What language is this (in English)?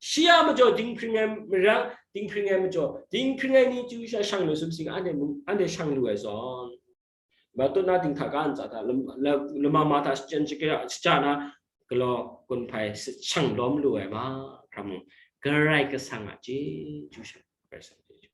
Kachin